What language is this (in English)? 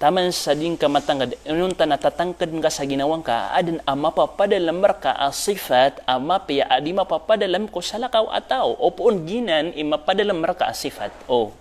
Maranao